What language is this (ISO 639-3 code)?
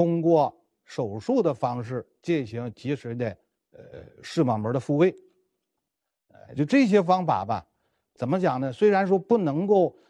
zho